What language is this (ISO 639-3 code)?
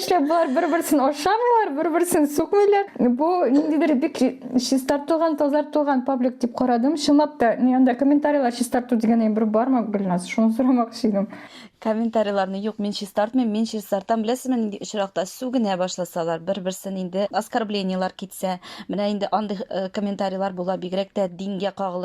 tat